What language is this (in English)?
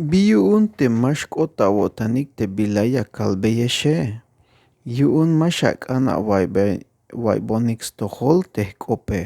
Tzeltal